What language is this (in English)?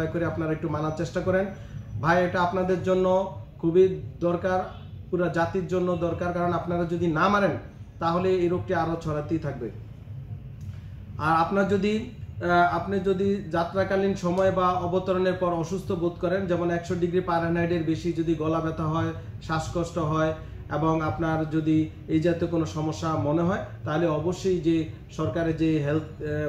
Bangla